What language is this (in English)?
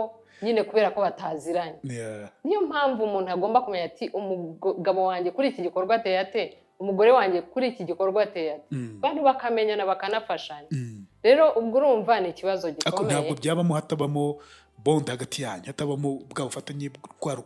Kinyarwanda